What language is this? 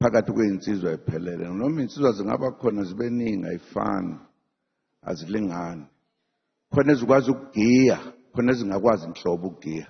Zulu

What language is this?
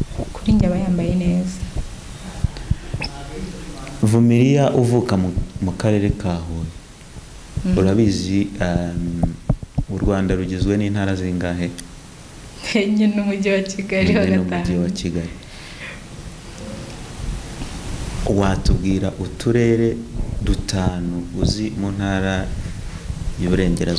Kinyarwanda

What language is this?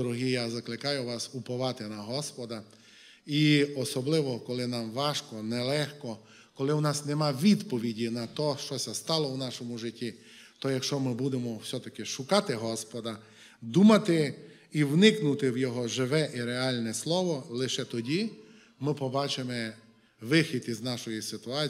Ukrainian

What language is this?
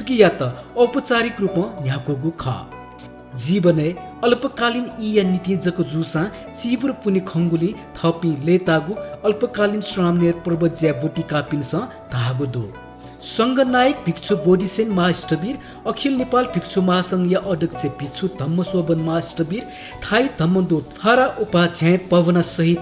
Newari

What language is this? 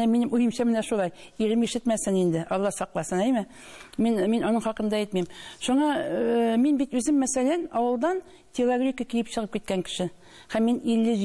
Tatar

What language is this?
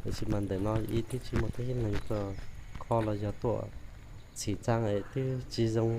Hmong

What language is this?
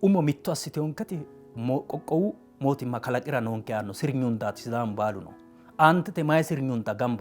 Sidamo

